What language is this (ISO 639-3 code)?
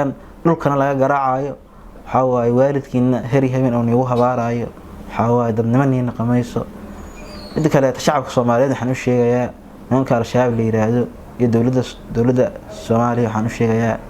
som